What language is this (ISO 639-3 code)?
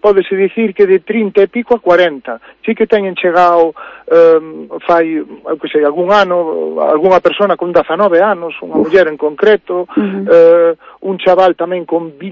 glg